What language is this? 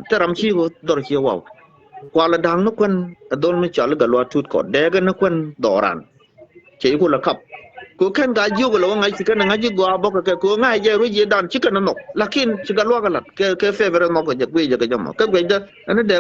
Nuer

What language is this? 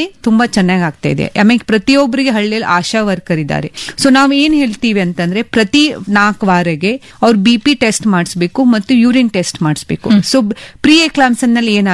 Kannada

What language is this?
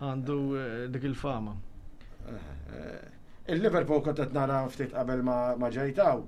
Maltese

